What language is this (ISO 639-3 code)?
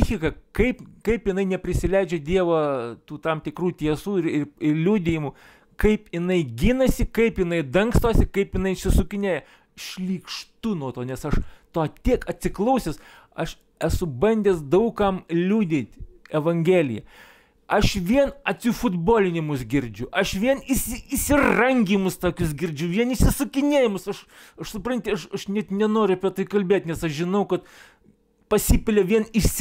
lit